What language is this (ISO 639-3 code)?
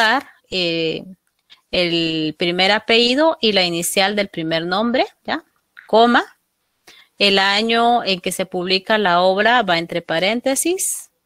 spa